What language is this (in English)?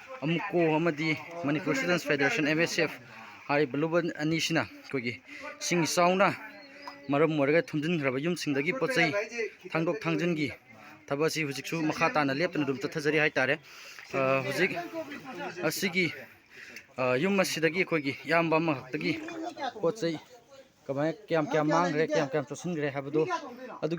Manipuri